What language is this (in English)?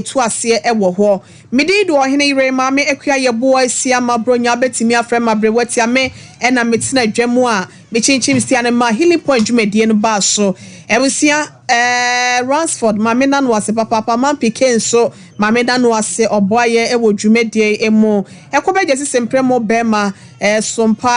Akan